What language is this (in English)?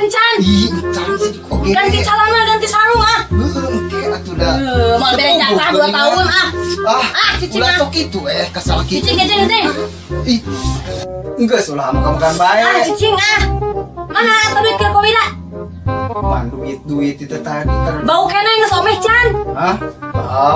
Sundanese